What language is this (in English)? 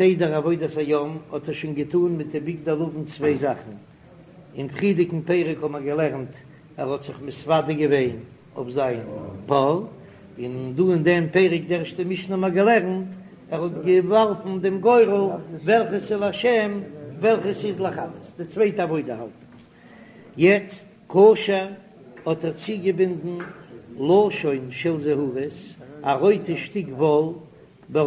Yiddish